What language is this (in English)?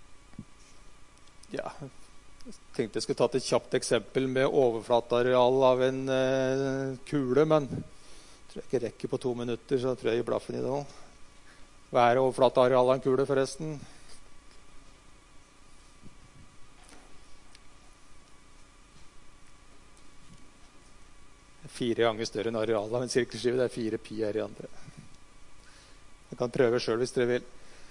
Norwegian